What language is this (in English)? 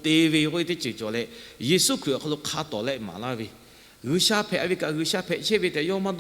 Lahu